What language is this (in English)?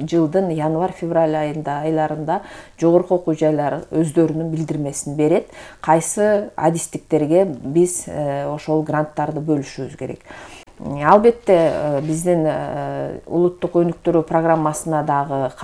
Kyrgyz